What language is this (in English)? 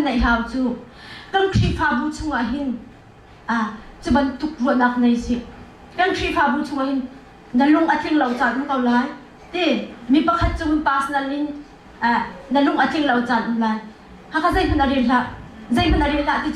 Hakha Chin